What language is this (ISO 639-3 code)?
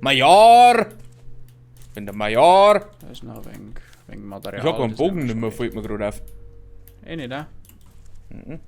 bar